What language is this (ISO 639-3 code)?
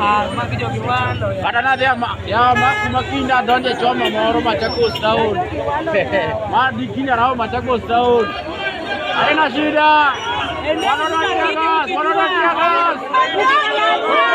luo